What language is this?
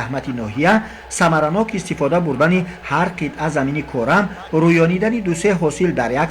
Tajik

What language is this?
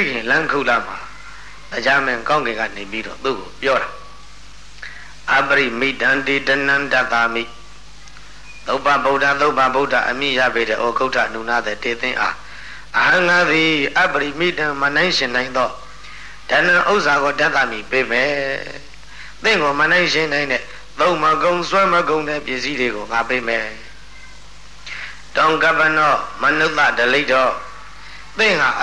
Burmese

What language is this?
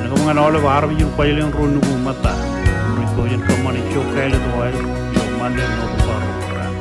Marshallese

